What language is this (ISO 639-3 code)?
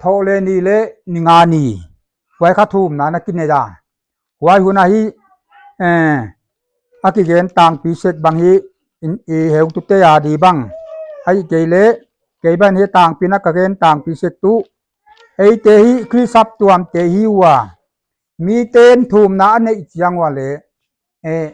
pck